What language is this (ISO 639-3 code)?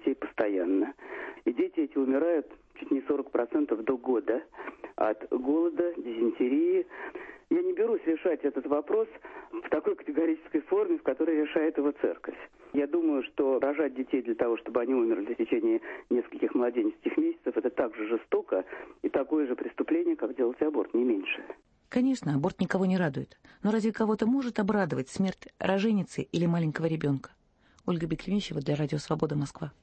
rus